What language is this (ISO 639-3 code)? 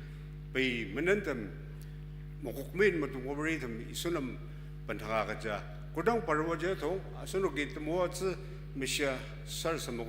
njo